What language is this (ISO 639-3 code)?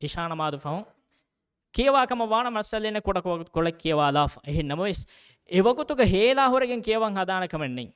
div